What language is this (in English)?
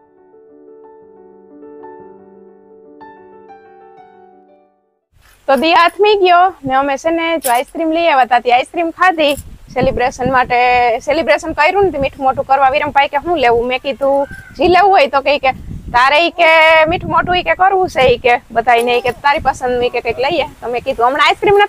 Gujarati